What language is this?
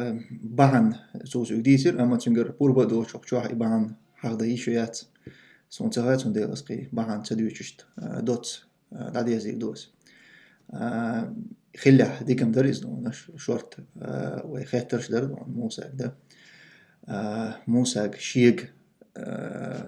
Chechen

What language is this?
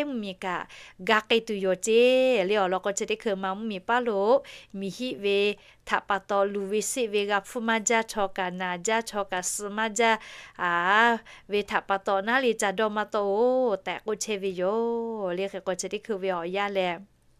Lahu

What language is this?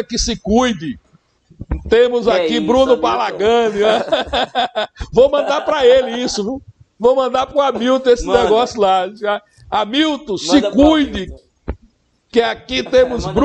Portuguese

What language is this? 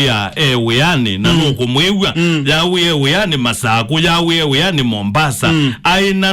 Kamba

